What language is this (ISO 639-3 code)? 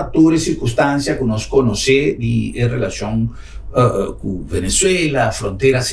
pap